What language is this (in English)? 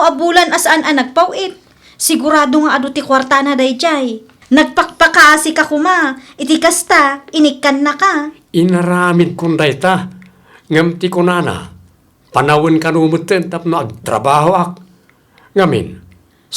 Iloko